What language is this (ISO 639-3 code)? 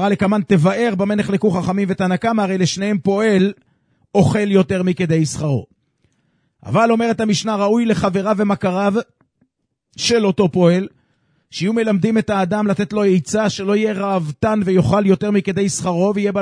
heb